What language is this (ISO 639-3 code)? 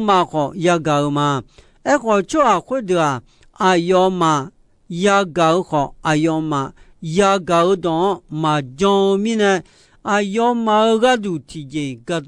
ahk